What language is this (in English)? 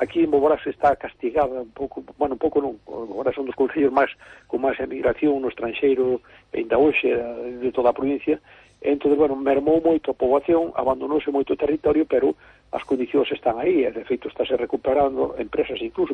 Galician